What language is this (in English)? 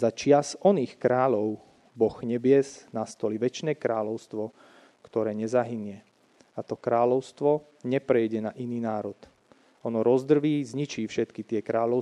Slovak